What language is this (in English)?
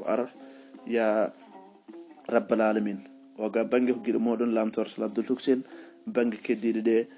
Fula